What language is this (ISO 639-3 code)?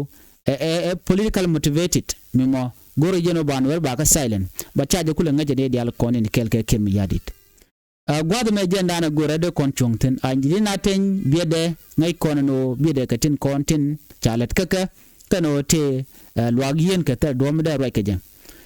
nus